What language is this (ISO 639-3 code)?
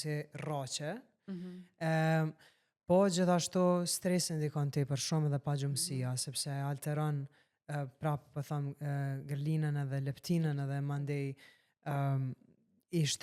sqi